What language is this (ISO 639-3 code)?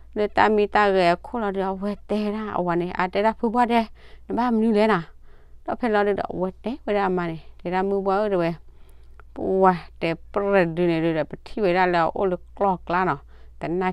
ksw